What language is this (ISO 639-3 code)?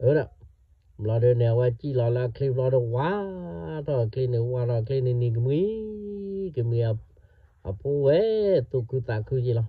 ksw